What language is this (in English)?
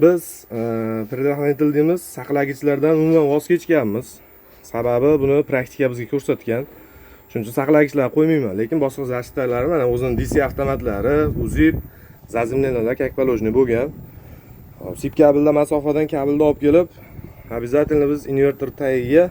Uzbek